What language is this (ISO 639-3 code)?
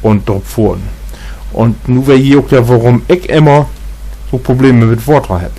nds